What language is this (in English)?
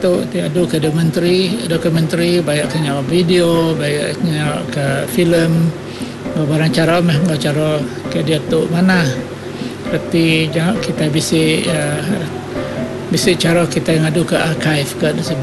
Iban